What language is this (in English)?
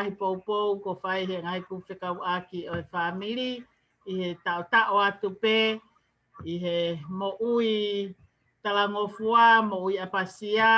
Tongan